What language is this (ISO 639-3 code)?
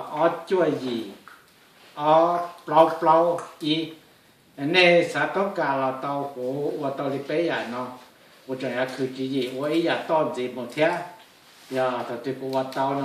hmn